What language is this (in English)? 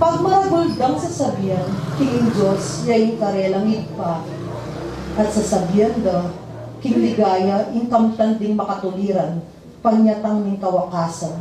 Pampanga